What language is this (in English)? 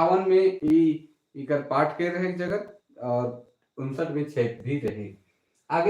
Sadri